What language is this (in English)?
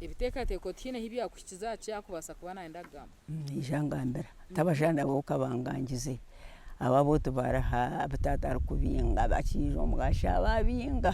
Nyankole